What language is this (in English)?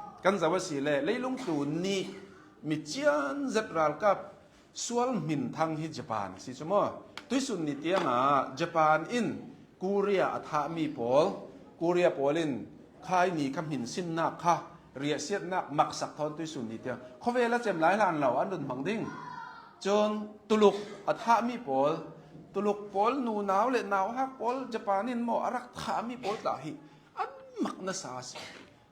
Hakha Chin